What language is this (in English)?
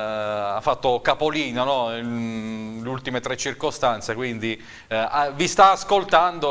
Italian